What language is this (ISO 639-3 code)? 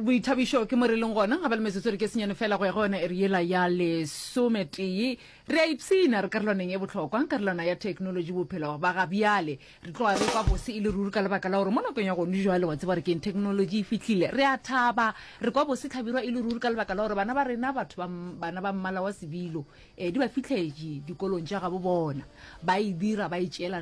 nso